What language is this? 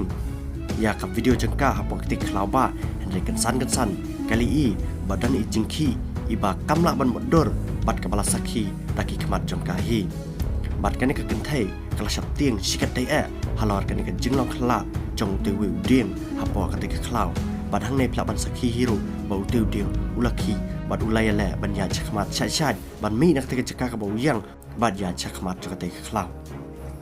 Khasi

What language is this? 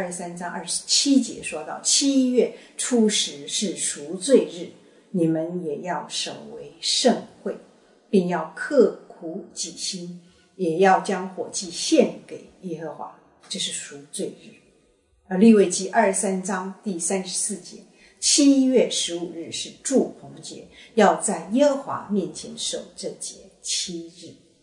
Chinese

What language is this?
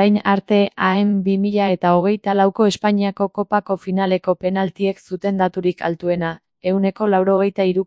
Basque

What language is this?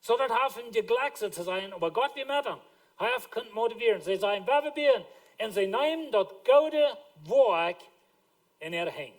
Plautdietsch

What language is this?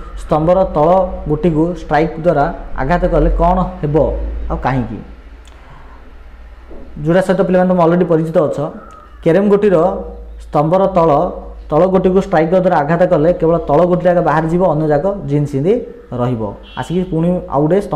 Odia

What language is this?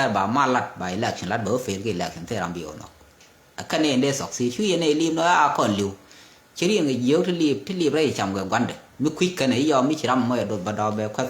Nuer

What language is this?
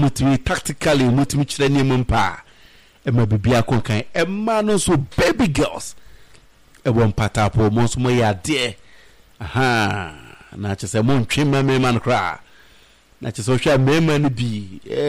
Akan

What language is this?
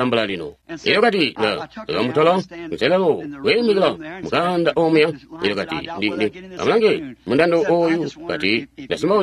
Tonga (Zambia)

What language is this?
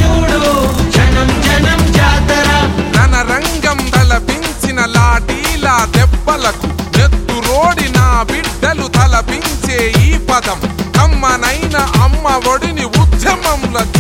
Telugu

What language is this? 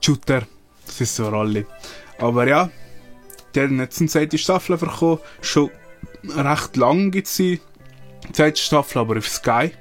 Swiss German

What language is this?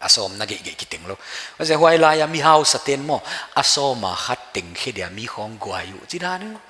Paite Chin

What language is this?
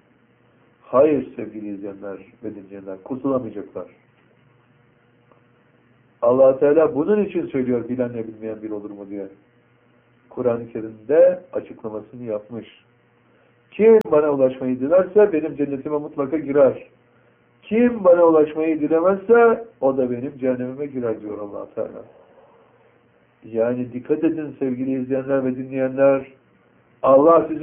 Turkish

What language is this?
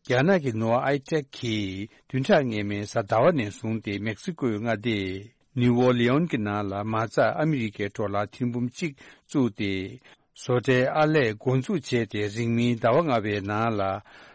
Tibetan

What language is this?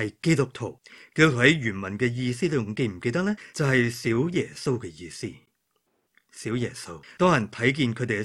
Cantonese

